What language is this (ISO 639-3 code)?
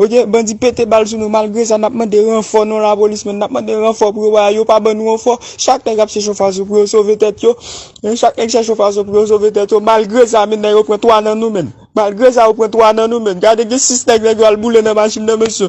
hat